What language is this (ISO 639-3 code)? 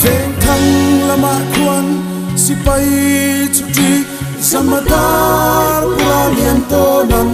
lus